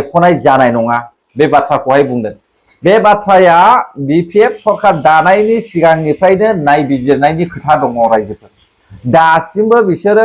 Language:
Bodo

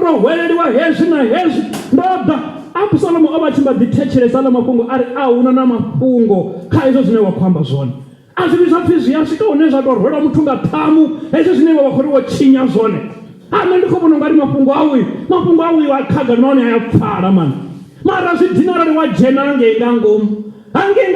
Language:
Venda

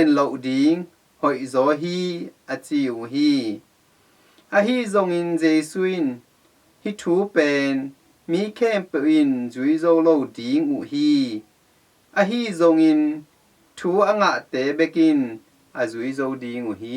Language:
Tedim Chin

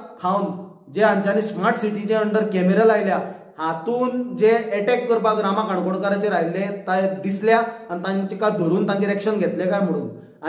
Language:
Konkani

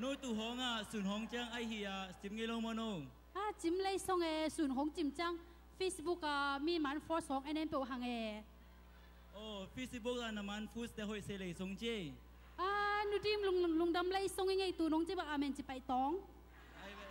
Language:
Tedim Chin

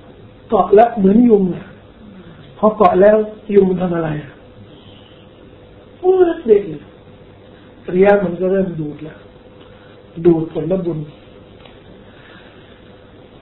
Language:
Thai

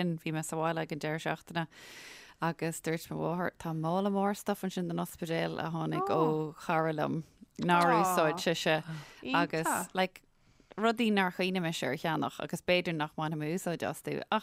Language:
Irish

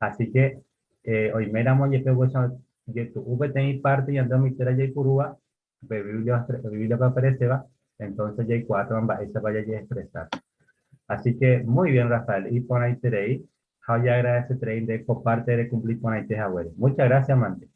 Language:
Guarani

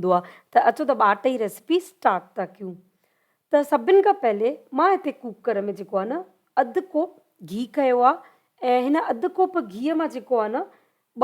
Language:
Sindhi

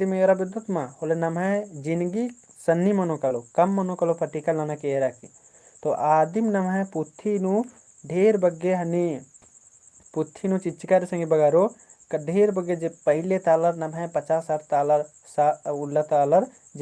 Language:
Kurukh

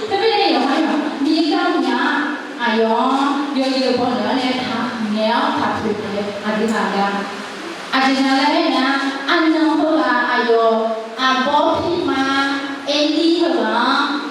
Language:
Akha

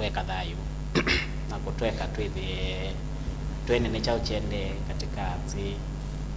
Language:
Kamba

